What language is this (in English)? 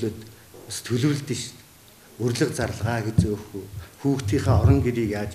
Mongolian